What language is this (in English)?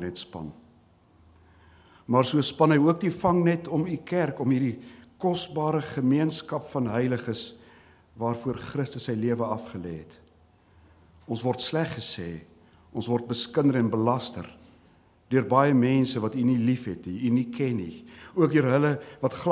Afrikaans